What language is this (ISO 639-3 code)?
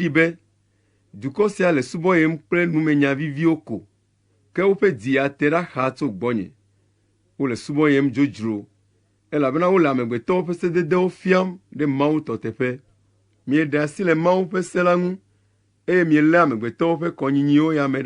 ewe